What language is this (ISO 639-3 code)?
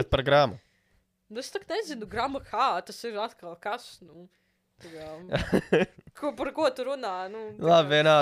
lav